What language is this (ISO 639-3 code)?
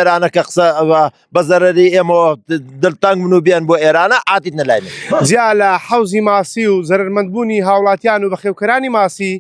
ckb